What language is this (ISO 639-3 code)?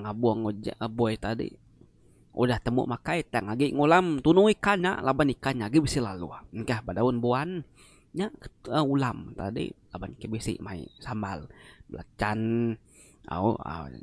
iba